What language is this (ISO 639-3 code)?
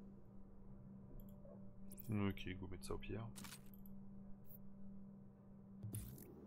fra